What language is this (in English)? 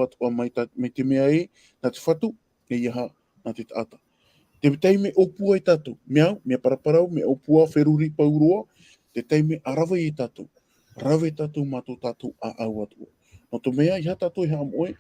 Tahitian